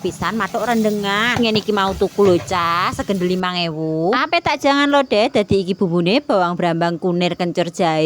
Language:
Javanese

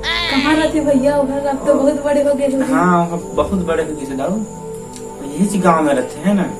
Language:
Chhattisgarhi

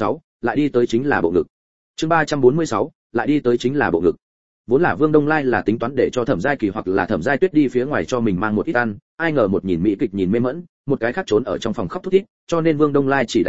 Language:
Vietnamese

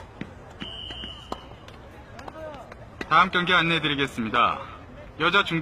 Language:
Korean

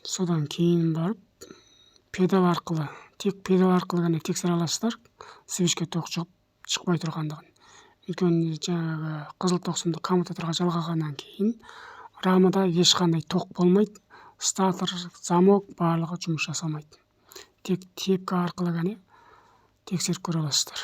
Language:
Kazakh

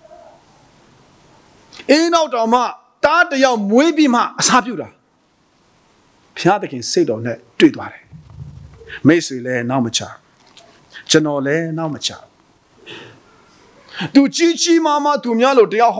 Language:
Burmese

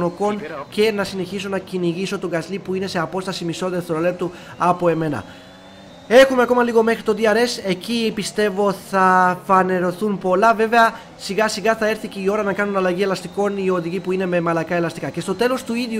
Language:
Greek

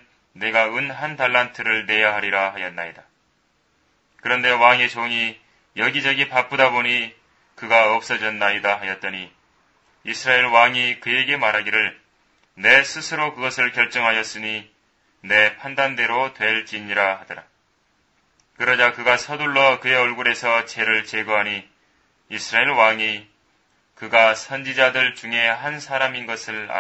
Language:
Korean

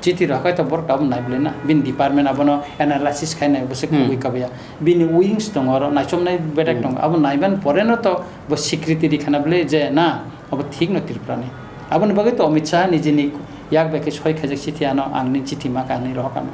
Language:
Kok Borok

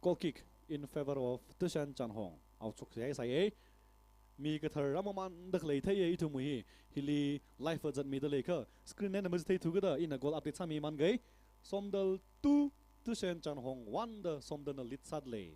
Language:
Tangkhul Naga (India)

